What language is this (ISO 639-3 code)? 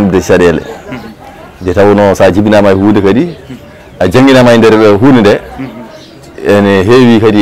ful